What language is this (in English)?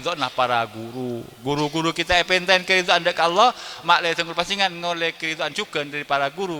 Madurese